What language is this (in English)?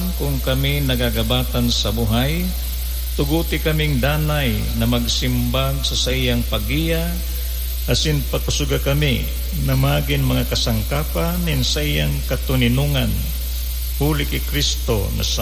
Bikol